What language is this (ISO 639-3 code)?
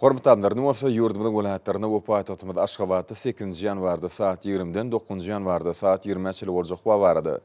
tuk